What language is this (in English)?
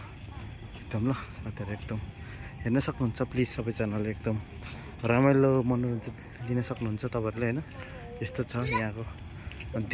Nepali